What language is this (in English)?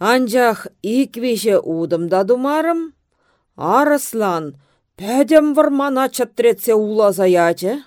Chuvash